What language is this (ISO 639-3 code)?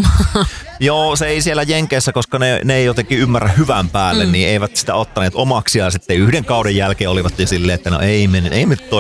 fin